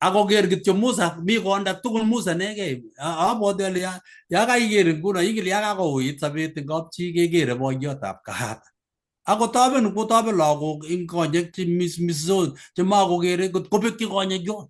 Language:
Kalenjin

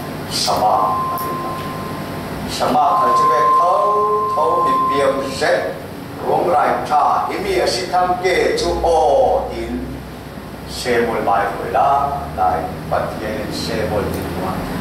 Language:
Falam Chin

